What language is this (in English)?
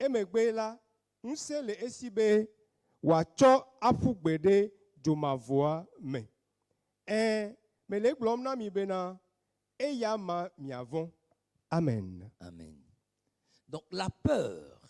Ewe